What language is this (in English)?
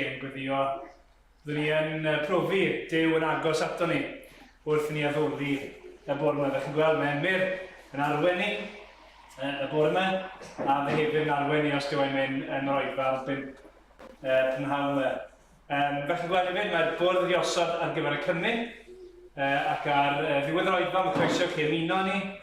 Welsh